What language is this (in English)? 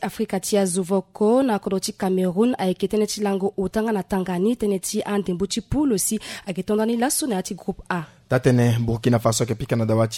Sango